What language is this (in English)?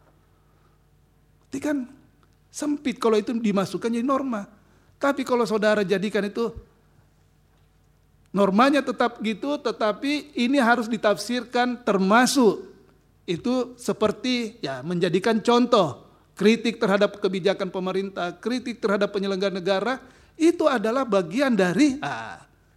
Indonesian